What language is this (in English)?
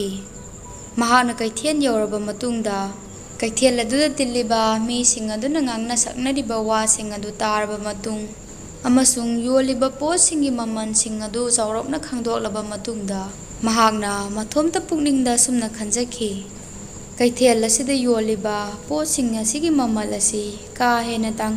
Manipuri